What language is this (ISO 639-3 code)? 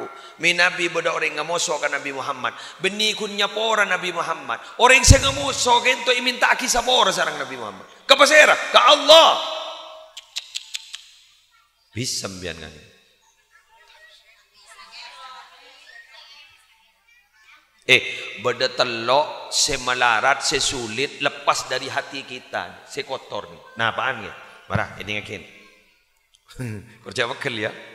mad